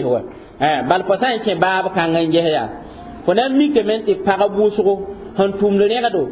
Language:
Mossi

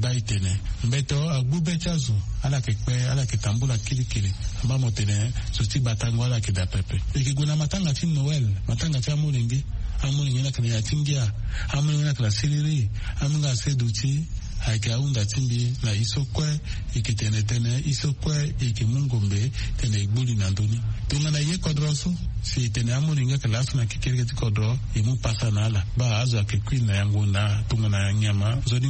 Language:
Sango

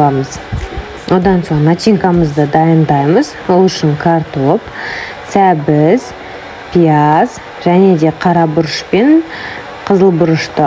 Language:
Kazakh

